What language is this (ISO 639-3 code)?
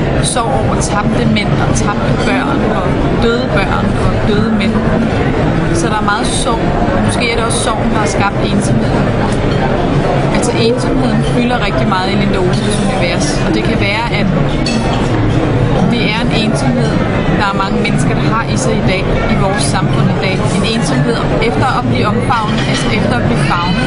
dan